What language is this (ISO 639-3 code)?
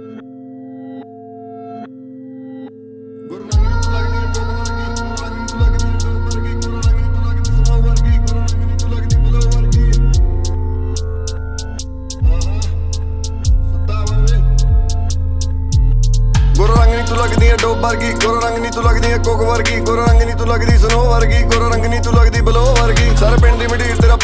pan